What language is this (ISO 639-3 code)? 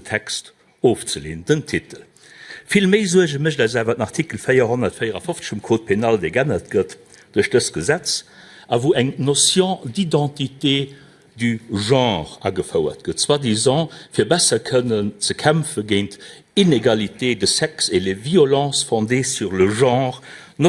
ltz